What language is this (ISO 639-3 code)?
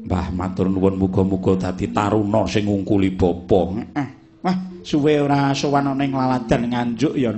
jav